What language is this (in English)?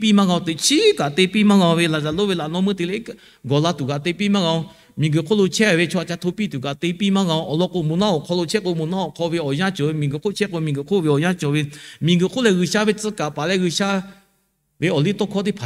Lahu